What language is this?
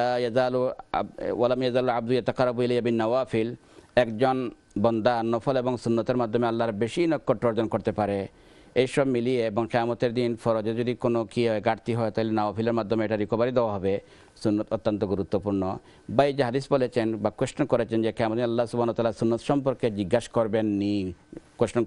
Bangla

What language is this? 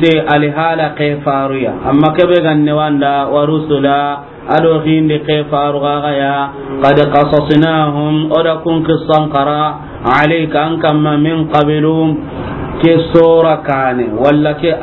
Soninke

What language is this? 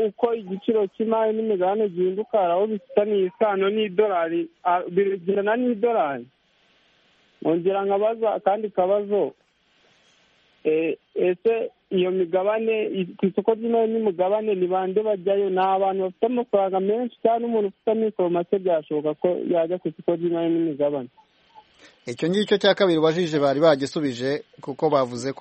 Kinyarwanda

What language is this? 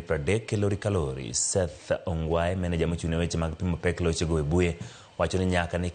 Luo (Kenya and Tanzania)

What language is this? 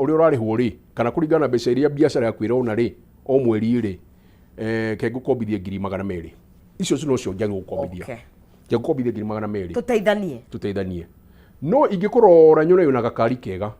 Kikuyu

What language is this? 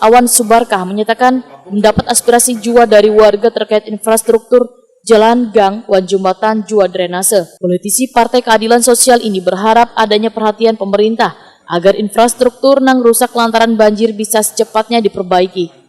Banjar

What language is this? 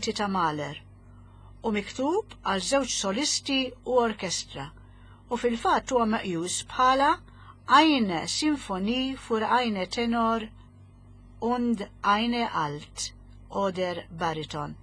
Maltese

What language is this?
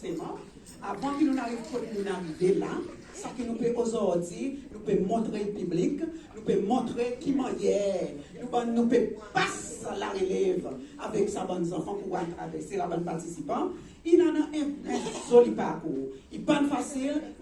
Seselwa Creole French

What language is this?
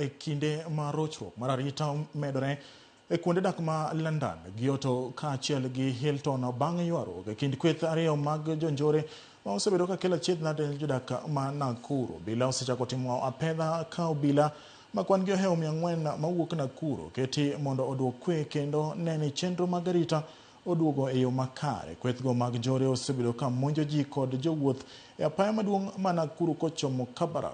Luo (Kenya and Tanzania)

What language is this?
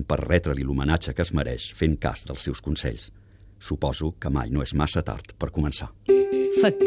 Catalan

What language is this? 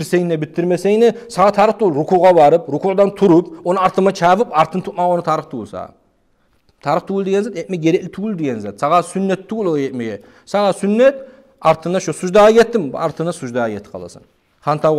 Kumyk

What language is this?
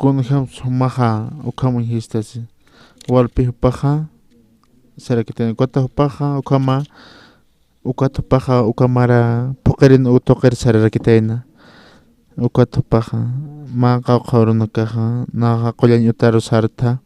Aymara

